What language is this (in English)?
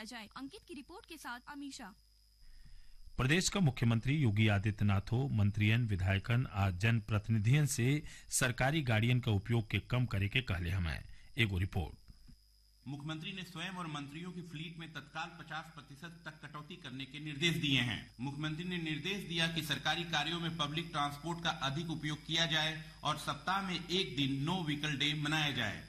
Bhojpuri